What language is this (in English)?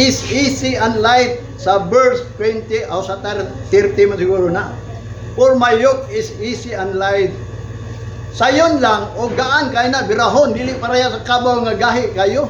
Cebuano